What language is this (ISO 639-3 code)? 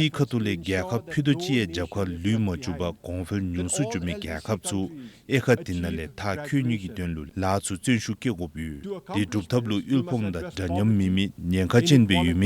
dzo